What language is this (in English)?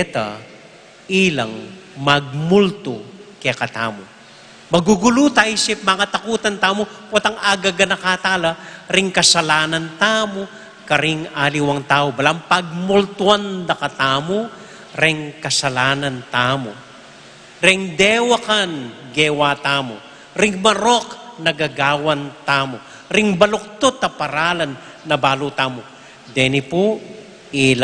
Pampanga